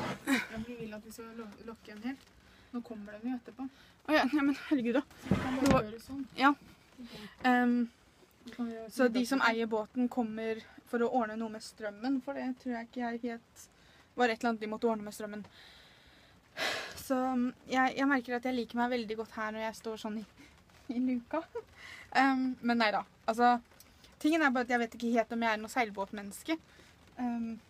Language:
Norwegian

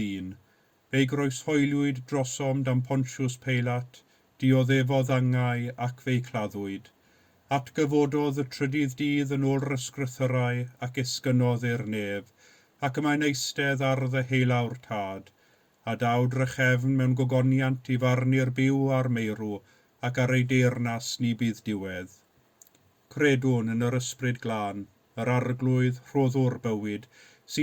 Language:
Welsh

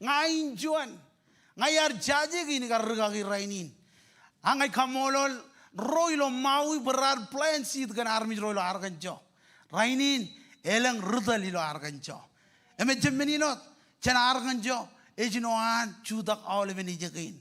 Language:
Marshallese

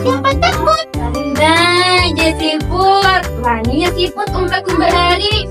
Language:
Banjar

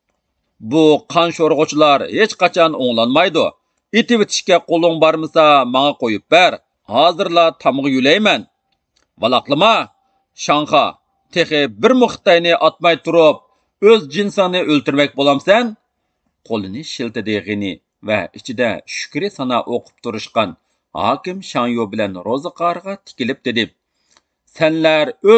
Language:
Uyghur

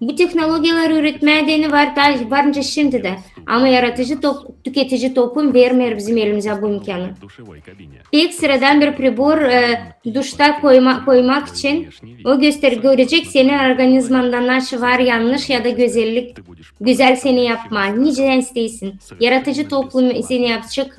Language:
Gagauz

